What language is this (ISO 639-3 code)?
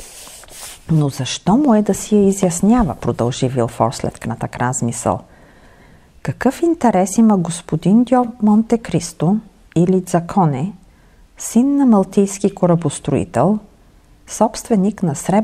bul